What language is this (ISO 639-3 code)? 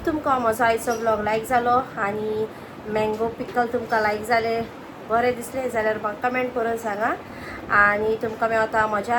kok